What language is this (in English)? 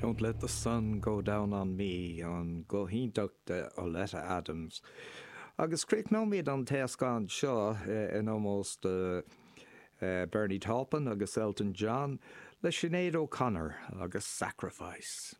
Irish